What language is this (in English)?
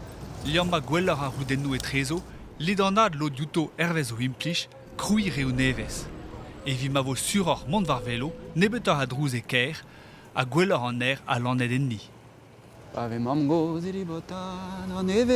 Breton